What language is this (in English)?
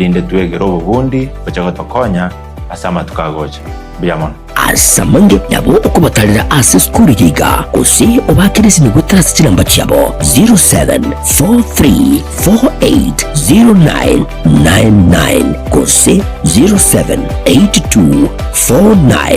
Gusii